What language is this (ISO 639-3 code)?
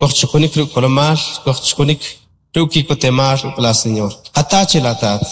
quc